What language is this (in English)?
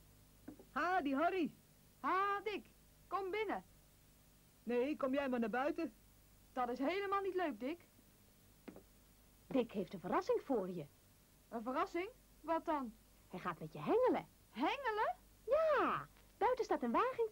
Dutch